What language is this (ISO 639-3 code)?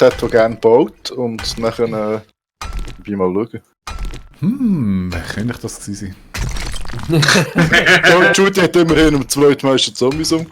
gsw